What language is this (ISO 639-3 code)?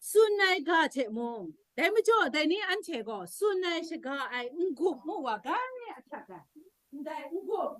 kac